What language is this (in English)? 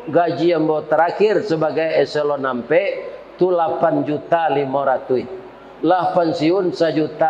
Minangkabau